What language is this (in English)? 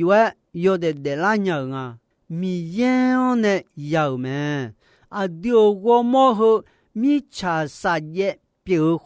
Akha